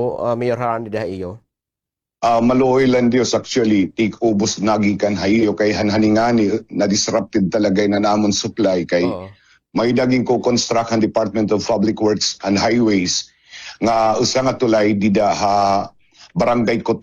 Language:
Waray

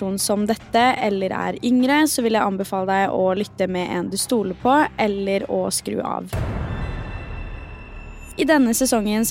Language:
Norwegian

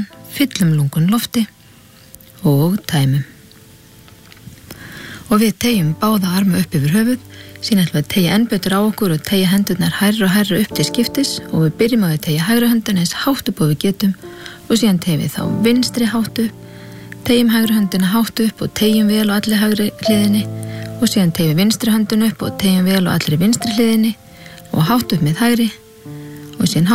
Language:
Icelandic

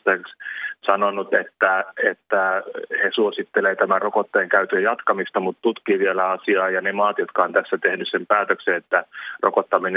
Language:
Finnish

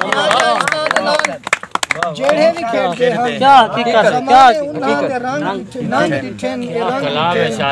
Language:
Saraiki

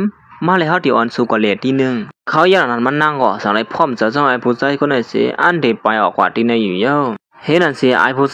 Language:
Shan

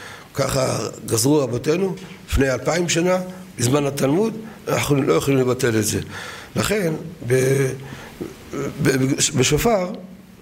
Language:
Hebrew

